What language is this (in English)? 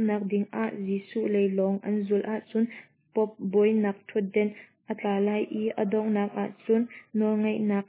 Hakha Chin